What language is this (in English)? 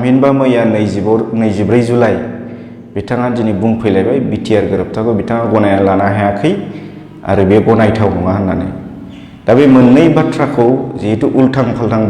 Bodo